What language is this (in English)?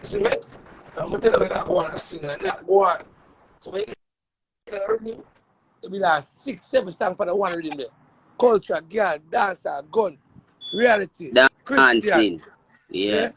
Jamaican Creole English